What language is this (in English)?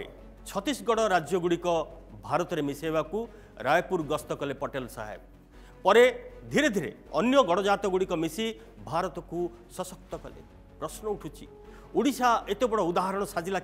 Odia